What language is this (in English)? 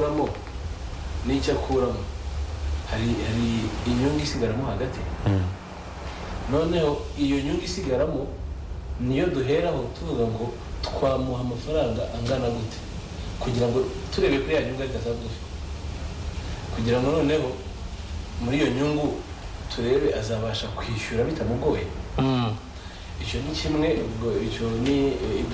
Kinyarwanda